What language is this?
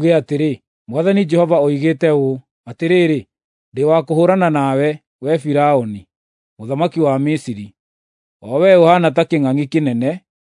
Kikuyu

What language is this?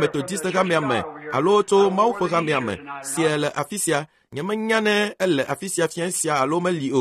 Ewe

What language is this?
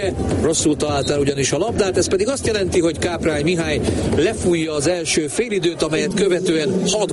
Hungarian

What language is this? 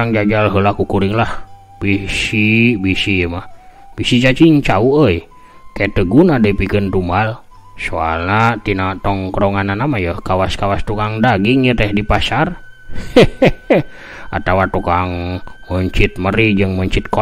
Sundanese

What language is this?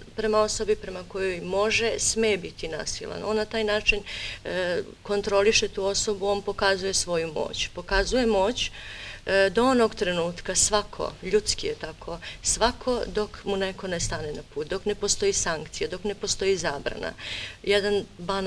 Bosnian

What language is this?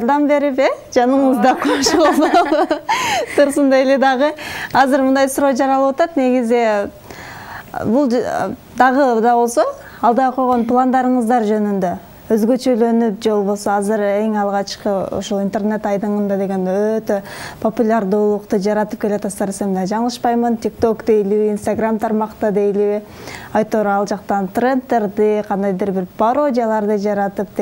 Kyrgyz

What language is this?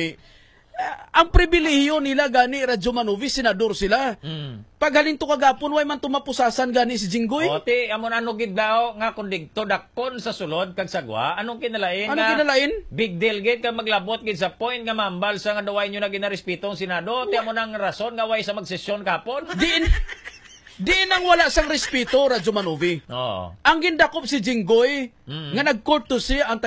Hiligaynon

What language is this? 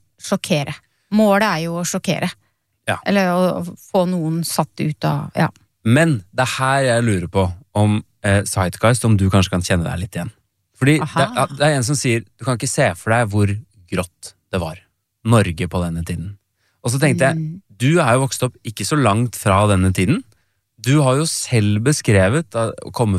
Norwegian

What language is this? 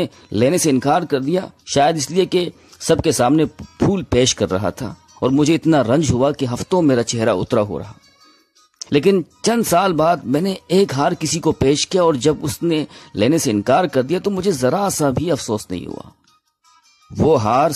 Urdu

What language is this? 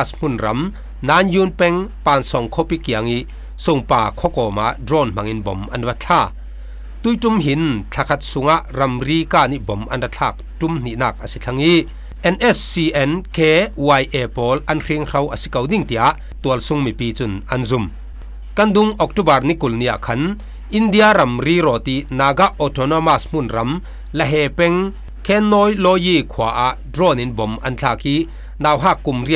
Falam Chin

